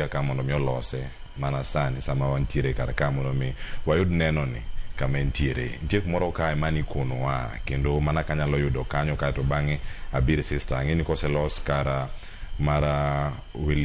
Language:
Luo (Kenya and Tanzania)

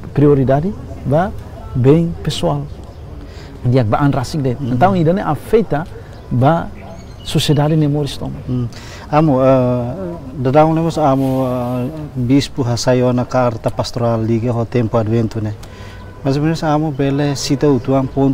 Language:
Tetum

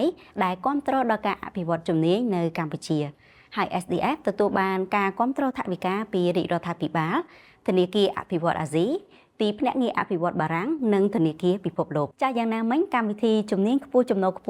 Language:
Khmer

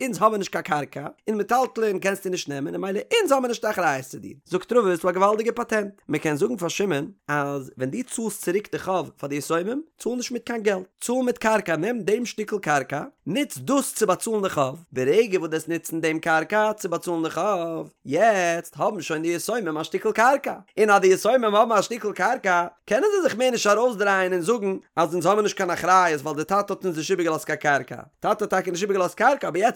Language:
Yiddish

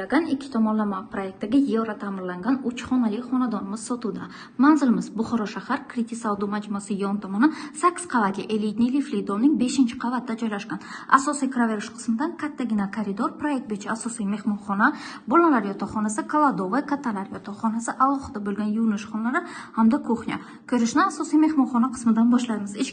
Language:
Uzbek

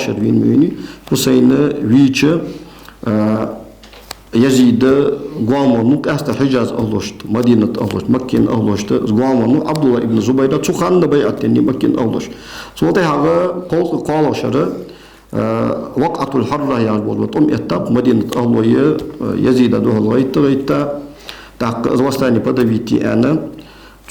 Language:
Ingush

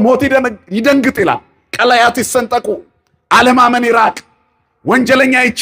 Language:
Amharic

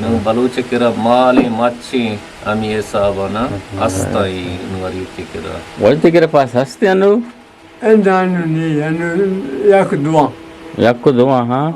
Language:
Eastern Balochi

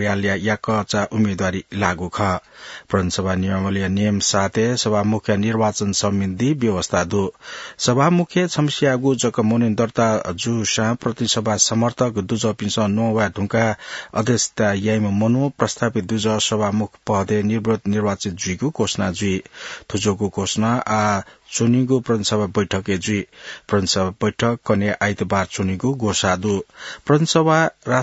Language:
Newari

